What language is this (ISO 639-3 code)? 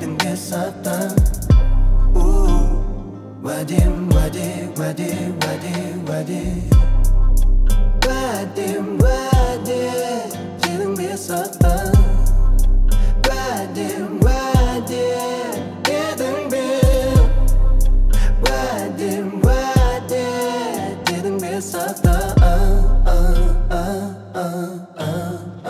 kaz